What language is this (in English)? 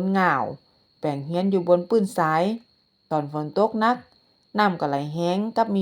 Northern Thai